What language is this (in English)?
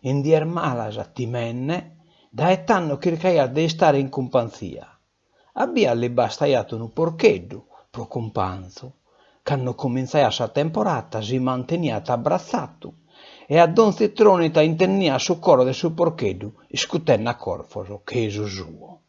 Sardinian